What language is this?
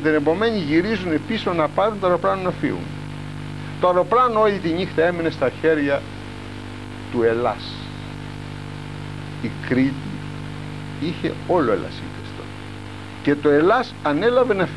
Greek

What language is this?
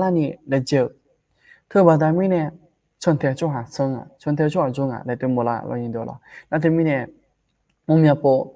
Akha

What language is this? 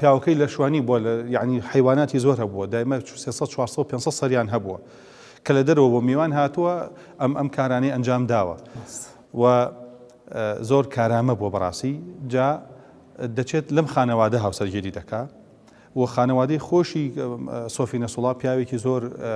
Central Kurdish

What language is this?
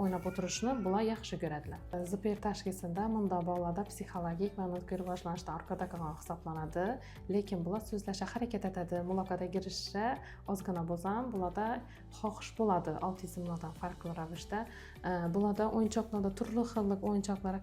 Uzbek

